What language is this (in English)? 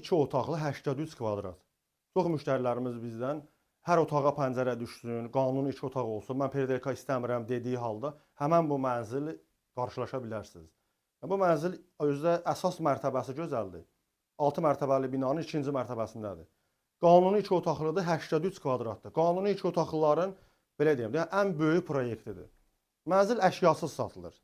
Azerbaijani